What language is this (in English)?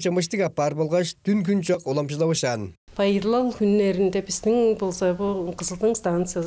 Tuvinian